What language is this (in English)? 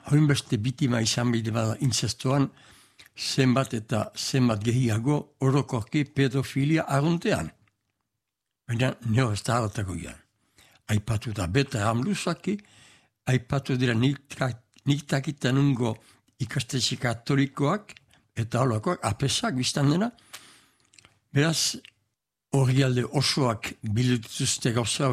Basque